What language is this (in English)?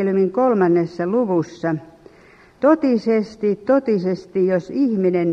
Finnish